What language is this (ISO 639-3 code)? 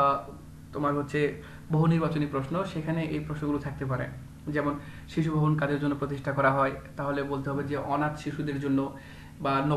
ben